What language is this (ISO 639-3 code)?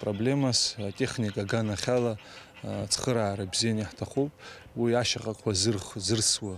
abk